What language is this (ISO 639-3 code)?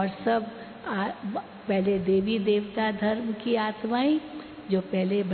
hin